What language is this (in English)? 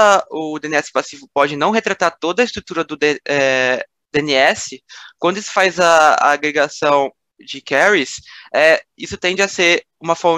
Portuguese